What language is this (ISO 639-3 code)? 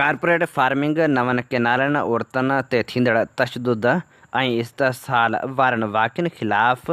snd